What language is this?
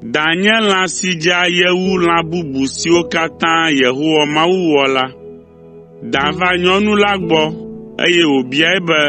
Ewe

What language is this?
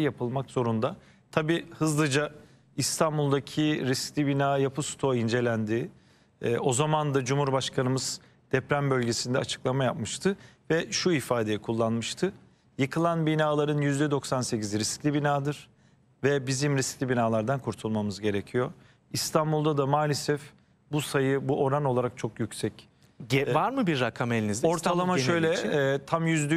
Turkish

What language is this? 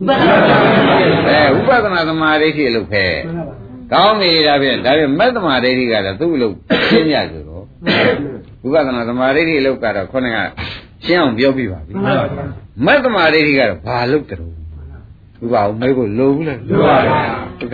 Burmese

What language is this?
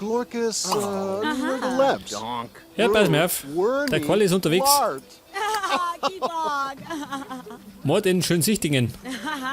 Bavarian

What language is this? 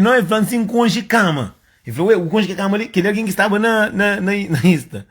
Kabuverdianu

